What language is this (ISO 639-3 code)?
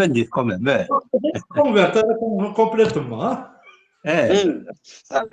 kab